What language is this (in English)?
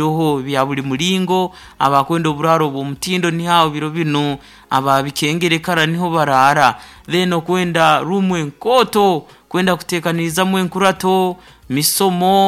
Nyoro